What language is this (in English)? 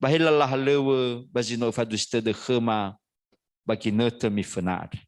Nias